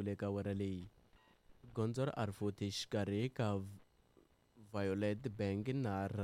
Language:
Tsonga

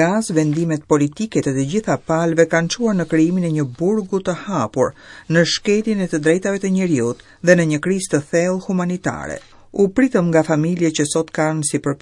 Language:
Albanian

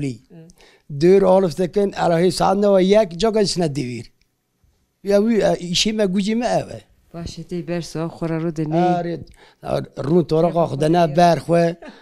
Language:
Kurdish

